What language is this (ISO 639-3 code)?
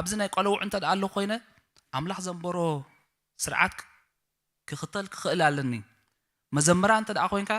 tir